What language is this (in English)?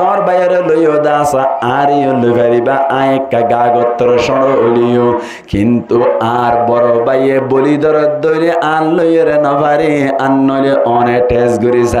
Rohingya